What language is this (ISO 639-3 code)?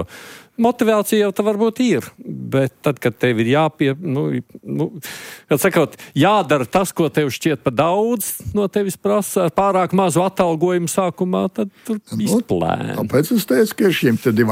lav